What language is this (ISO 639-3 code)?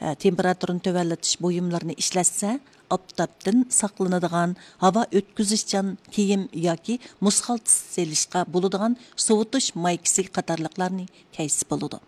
uig